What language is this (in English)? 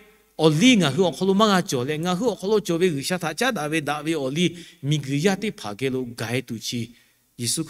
Lahu